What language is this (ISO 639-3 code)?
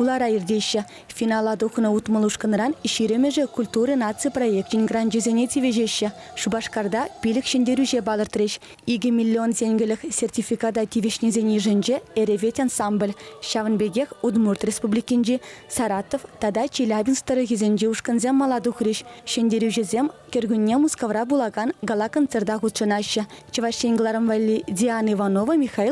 chv